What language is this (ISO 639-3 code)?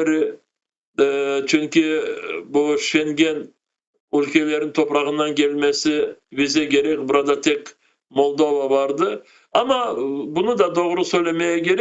crh